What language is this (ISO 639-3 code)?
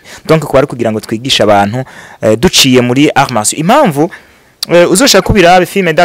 run